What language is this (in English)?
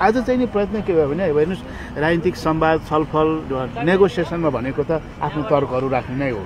Nepali